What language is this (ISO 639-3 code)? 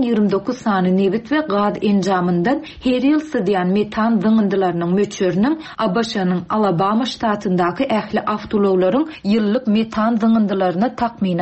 tuk